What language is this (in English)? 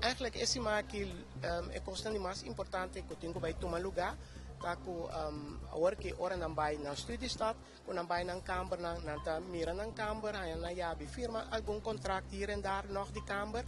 Papiamento